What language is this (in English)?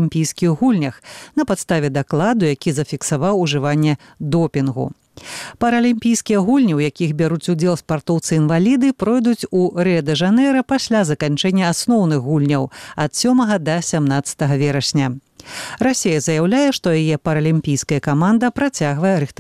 Belarusian